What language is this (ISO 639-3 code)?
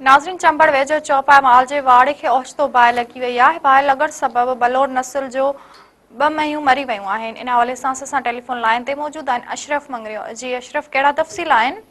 snd